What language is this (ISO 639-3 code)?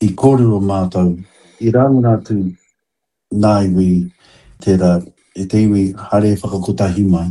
mri